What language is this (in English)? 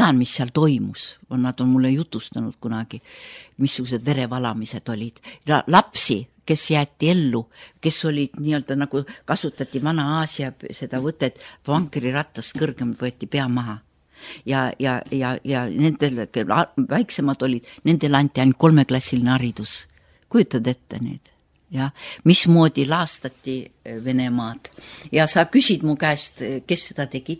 Estonian